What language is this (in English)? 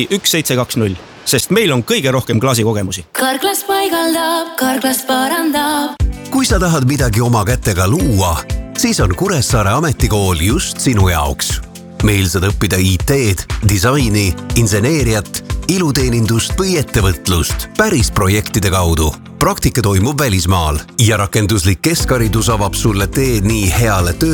Estonian